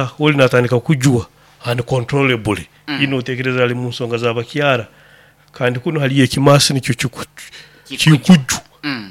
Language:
Nyoro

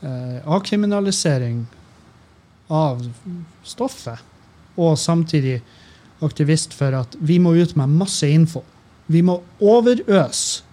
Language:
Norwegian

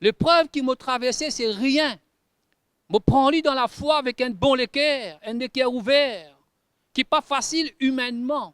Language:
Morisyen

